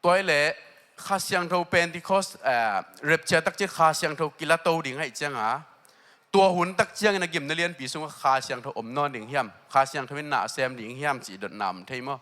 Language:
Tedim Chin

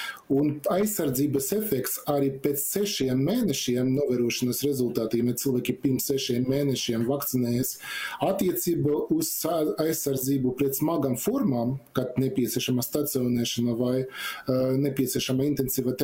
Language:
Latvian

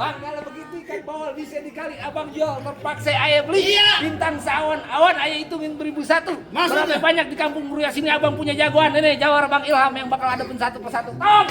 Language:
Betawi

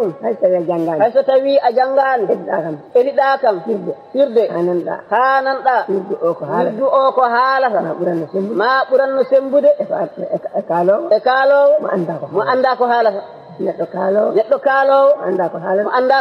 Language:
Fula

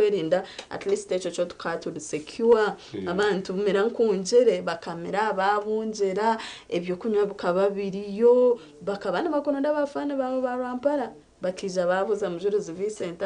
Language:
Nyankole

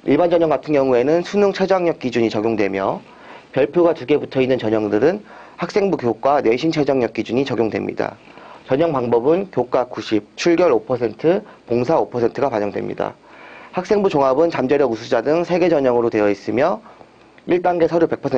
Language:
Korean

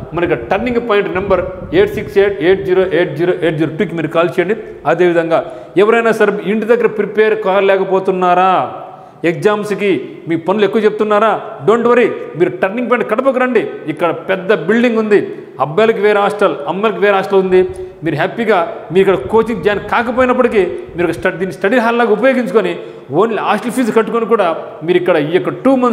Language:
Telugu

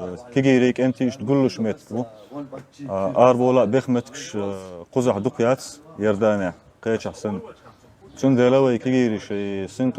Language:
Chechen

